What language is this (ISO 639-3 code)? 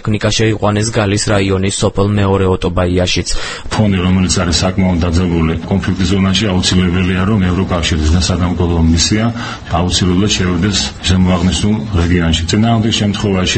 kat